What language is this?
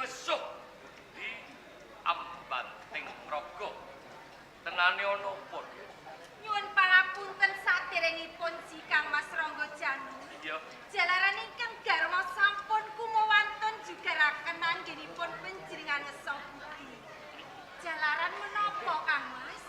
Javanese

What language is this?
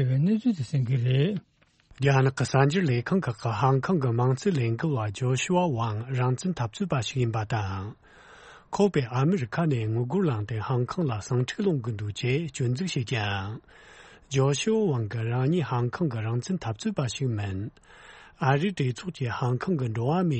Tibetan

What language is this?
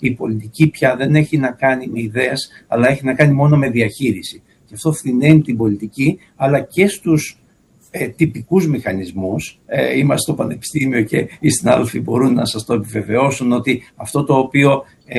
Greek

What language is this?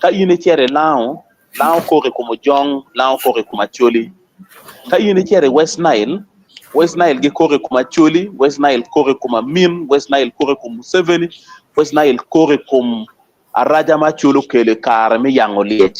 Acoli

